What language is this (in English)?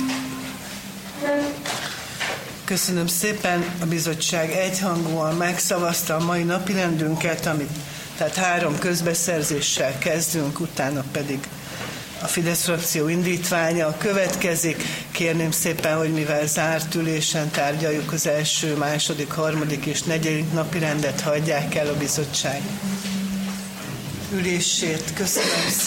Hungarian